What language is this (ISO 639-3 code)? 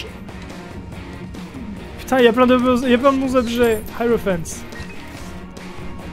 fra